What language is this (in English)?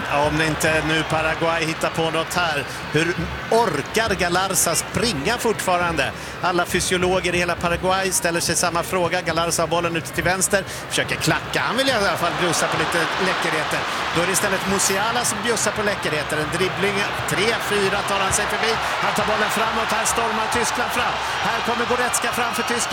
Swedish